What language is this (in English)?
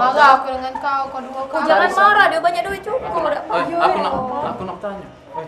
Musi